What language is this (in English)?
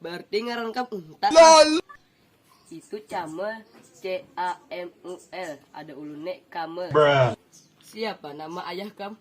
Banjar